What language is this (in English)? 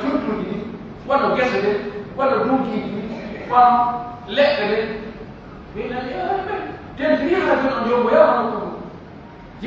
Pular